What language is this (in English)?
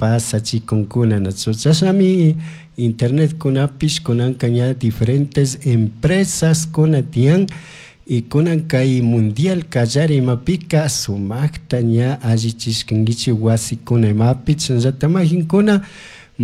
Chimborazo Highland Quichua